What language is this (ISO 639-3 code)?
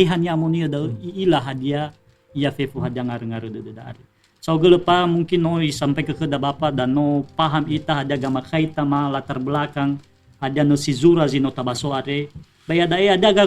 nia